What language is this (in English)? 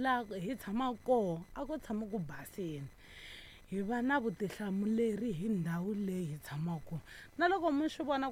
Tsonga